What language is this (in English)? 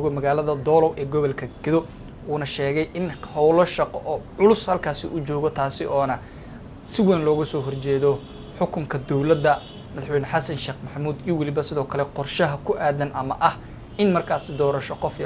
Somali